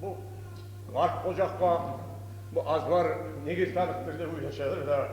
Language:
Kumyk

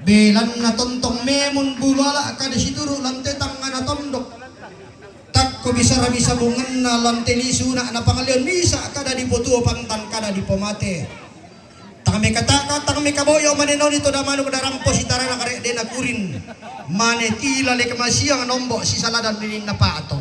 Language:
Toraja-Sa'dan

